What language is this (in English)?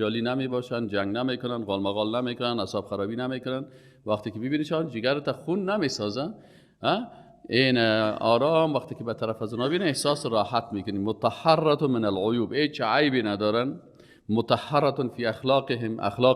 Persian